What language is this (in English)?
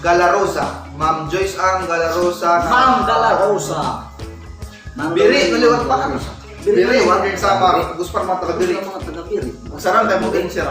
Waray